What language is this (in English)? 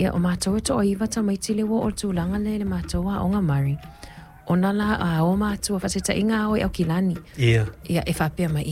Samoan